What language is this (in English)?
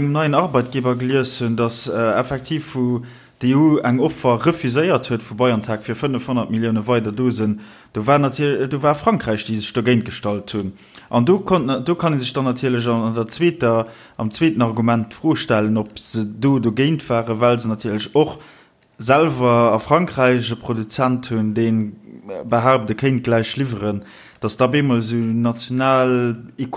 Luxembourgish